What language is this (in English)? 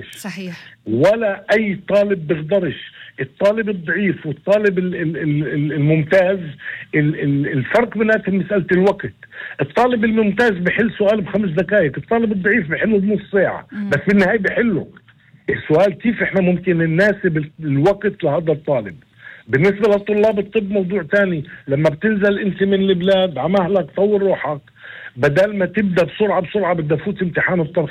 North Levantine Arabic